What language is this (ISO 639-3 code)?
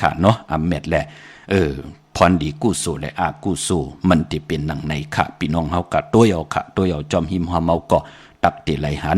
shn